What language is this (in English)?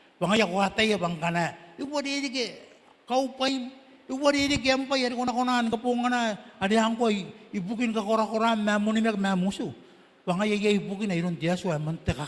Gilbertese